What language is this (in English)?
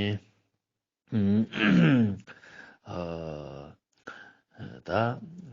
Ladakhi